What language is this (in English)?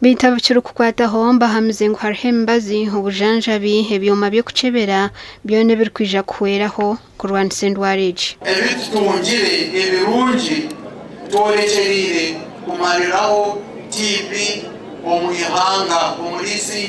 Nyankole